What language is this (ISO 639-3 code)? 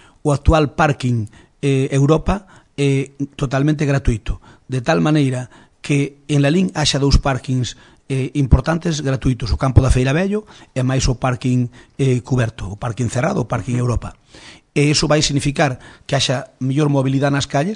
glg